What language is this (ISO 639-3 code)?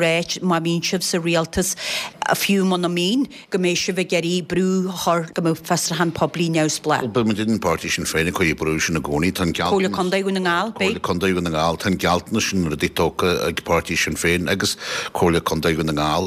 gle